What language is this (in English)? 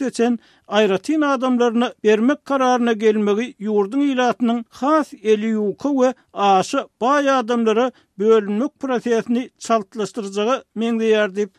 Turkmen